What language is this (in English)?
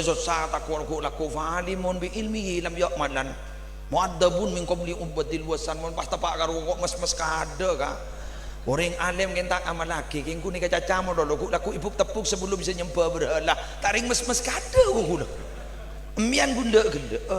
Madurese